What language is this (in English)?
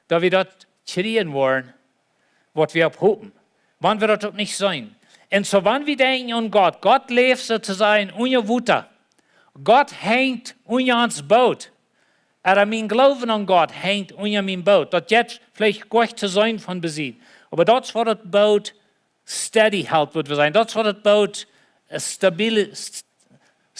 Plautdietsch